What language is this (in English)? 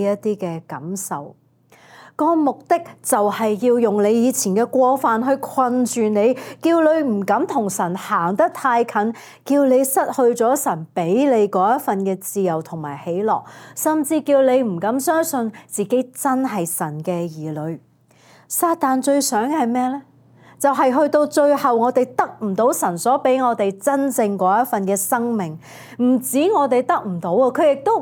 Cantonese